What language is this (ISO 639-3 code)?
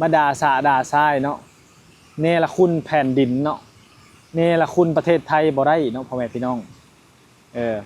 lao